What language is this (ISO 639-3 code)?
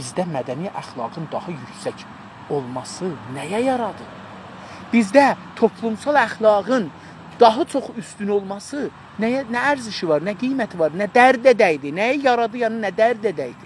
azb